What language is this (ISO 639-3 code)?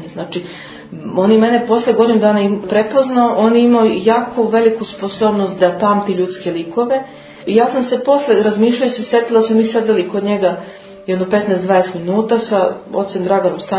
srp